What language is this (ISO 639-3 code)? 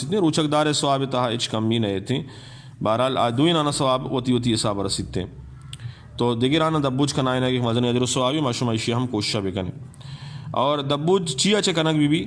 bgp